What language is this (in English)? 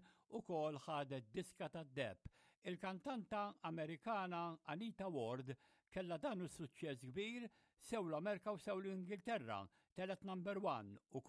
Maltese